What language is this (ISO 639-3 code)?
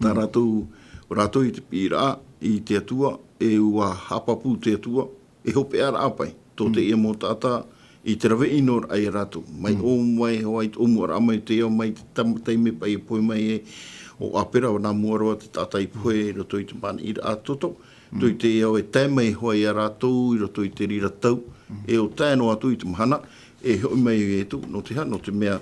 tah